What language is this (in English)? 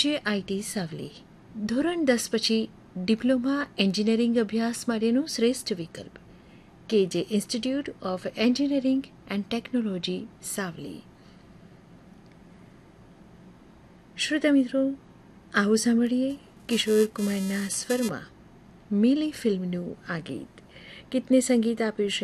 Gujarati